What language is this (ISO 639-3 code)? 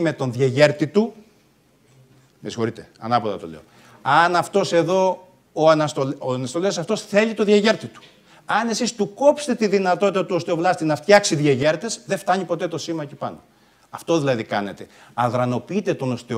ell